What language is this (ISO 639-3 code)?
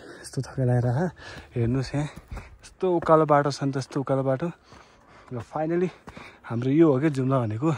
nep